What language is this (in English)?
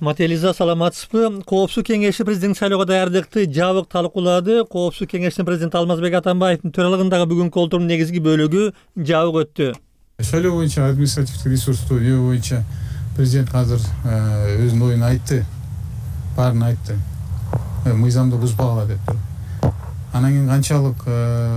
Kyrgyz